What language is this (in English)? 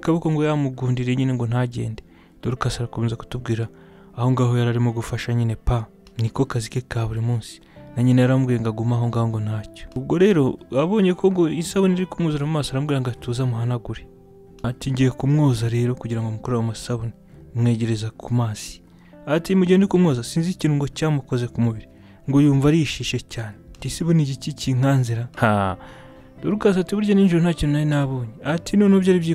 Kinyarwanda